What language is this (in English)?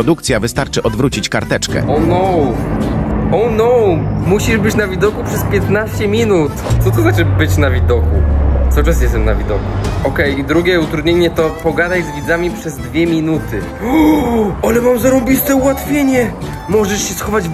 Polish